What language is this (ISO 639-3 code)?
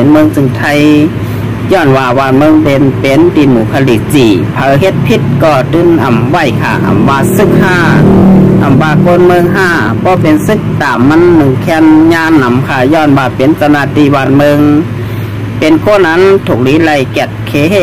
shn